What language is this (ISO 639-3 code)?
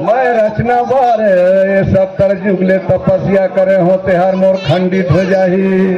sgj